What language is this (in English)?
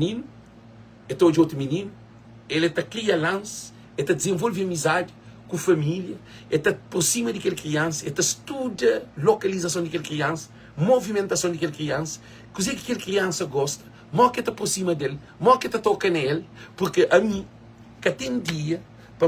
Kabuverdianu